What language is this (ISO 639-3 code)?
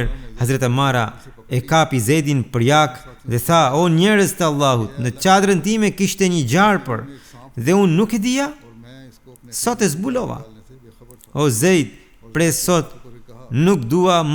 sqi